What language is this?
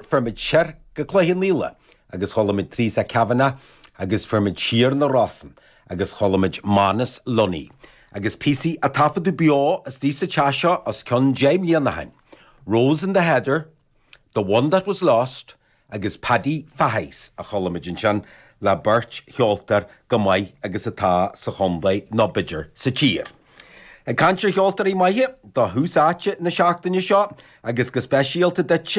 Irish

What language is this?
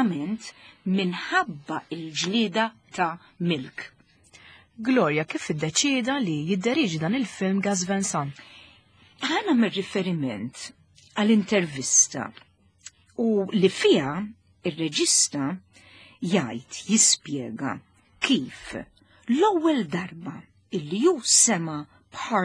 Maltese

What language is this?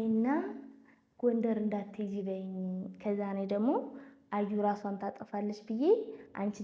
Amharic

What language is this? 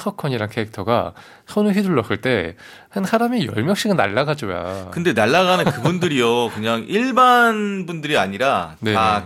Korean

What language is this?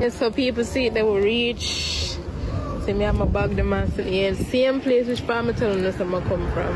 Jamaican Creole English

